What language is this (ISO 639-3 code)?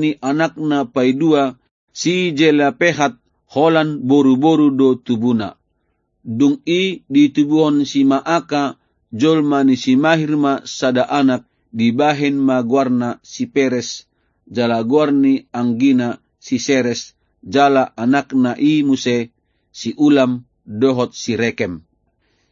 bbc